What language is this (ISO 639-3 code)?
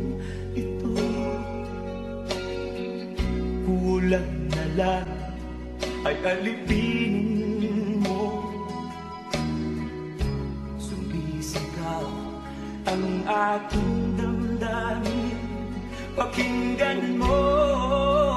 fil